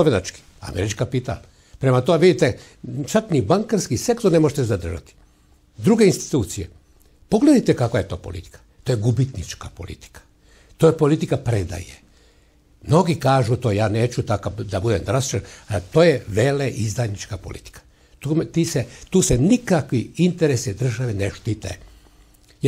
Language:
Serbian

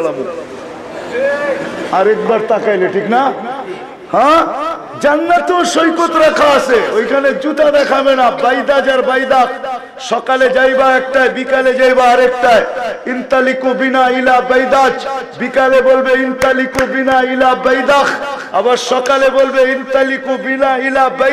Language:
Bangla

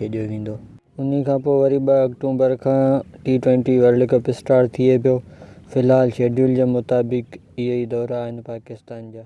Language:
Sindhi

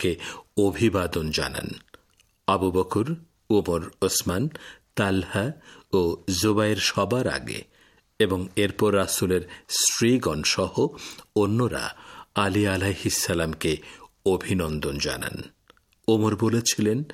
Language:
Bangla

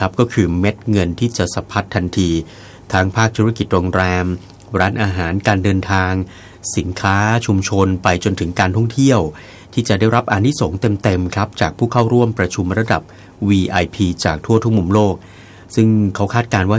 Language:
Thai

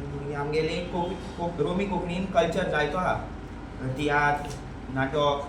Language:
Konkani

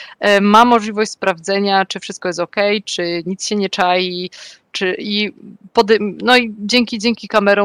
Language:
Polish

